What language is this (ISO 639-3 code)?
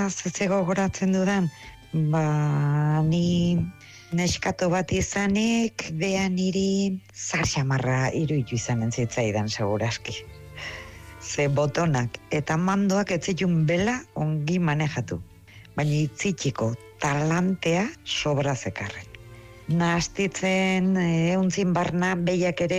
eus